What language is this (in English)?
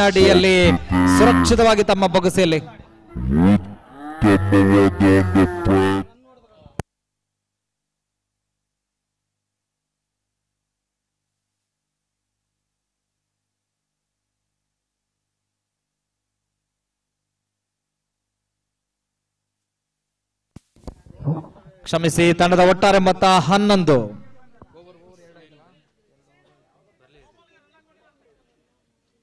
Kannada